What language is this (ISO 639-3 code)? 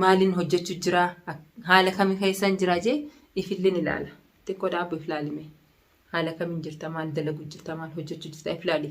orm